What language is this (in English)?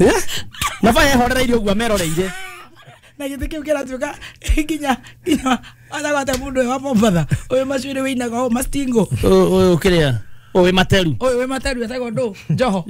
Kikuyu